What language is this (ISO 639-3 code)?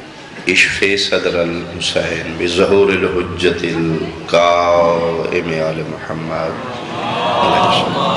urd